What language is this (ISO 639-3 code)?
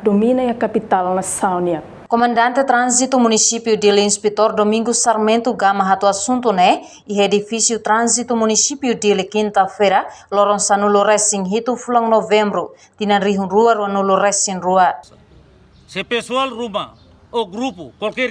tet